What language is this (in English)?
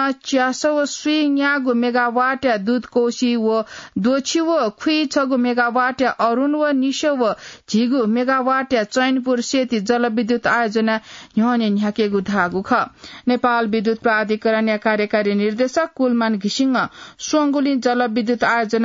Newari